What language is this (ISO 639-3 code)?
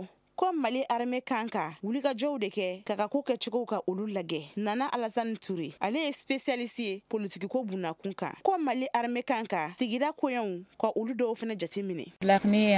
bam